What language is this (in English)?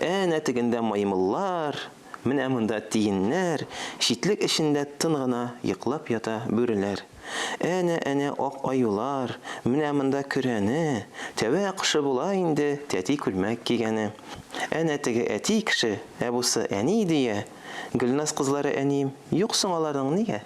Tatar